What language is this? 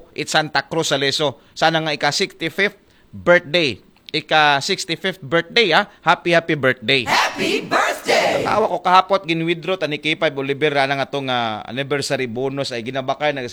Aklanon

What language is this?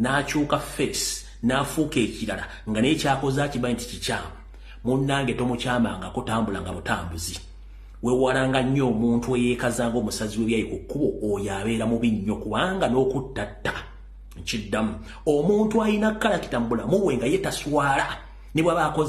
Ganda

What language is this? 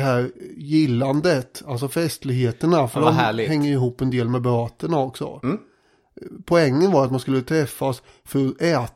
Swedish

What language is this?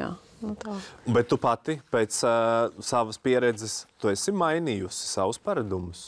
Latvian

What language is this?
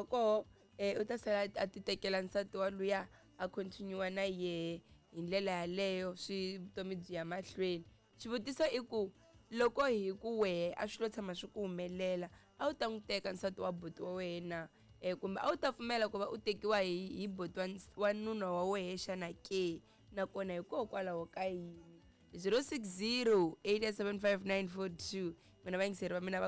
Tsonga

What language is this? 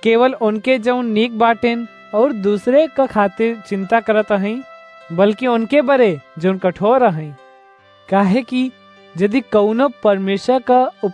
Awadhi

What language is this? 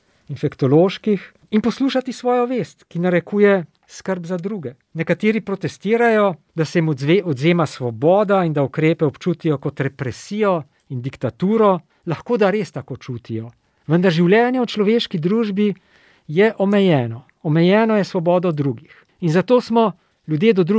Slovenian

